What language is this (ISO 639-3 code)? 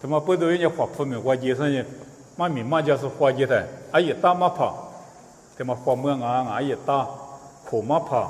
lis